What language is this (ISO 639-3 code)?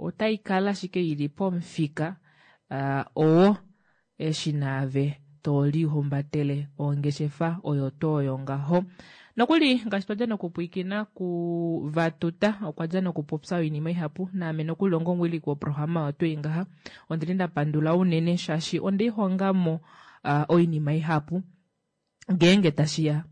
kua